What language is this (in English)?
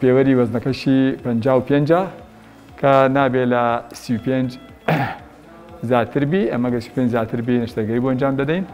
Central Kurdish